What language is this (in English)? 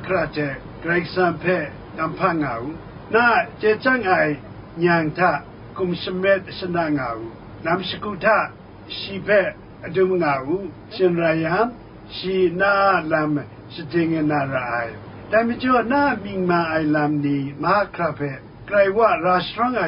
Kachin